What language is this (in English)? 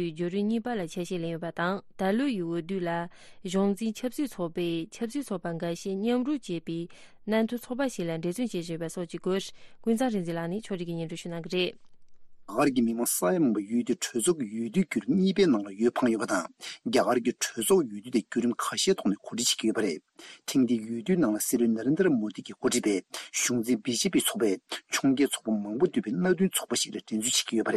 Tibetan